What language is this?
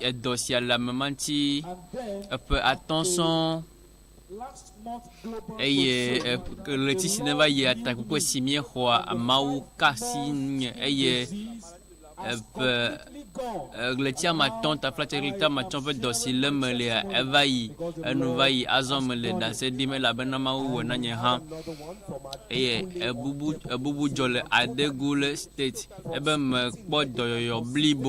Ewe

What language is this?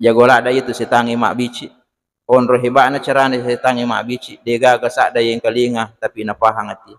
Buginese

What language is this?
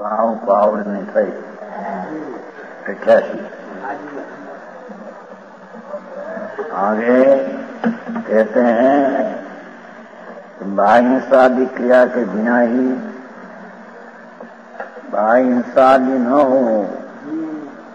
Gujarati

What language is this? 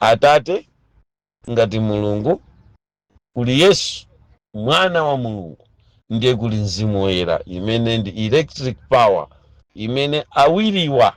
Nyanja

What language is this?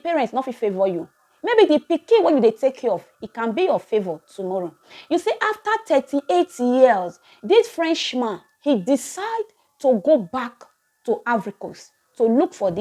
Nigerian Pidgin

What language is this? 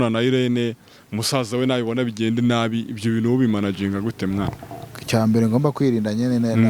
Kinyarwanda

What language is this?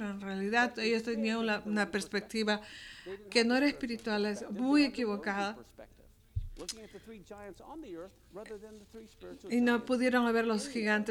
Spanish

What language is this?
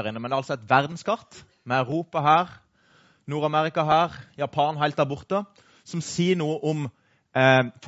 Norwegian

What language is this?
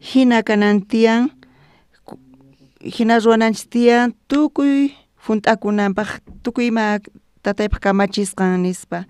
South Bolivian Quechua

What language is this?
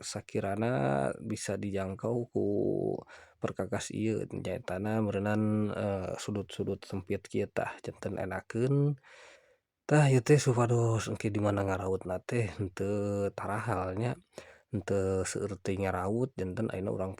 Sundanese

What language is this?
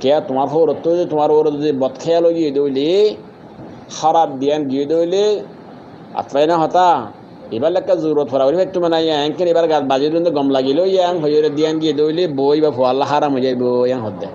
Rohingya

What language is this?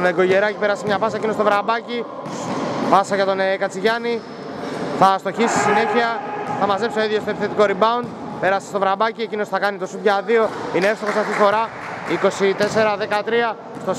Greek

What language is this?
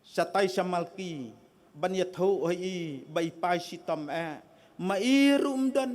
Khasi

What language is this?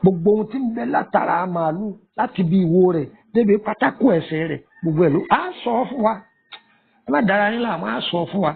Yoruba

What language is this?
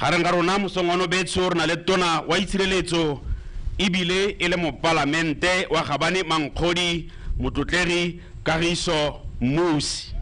Tswana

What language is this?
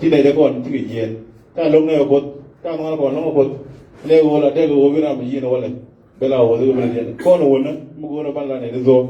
Nuer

